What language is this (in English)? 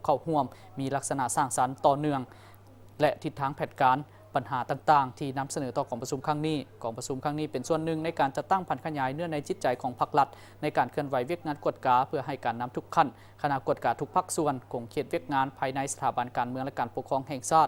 Lao